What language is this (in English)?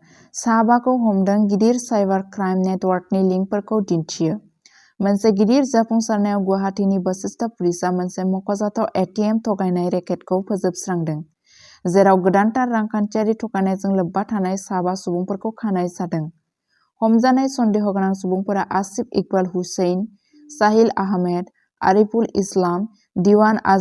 Bodo